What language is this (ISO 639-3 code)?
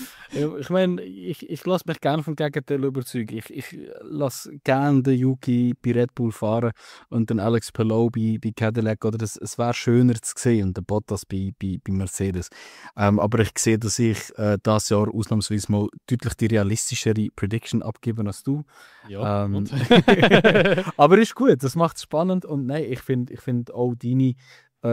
gsw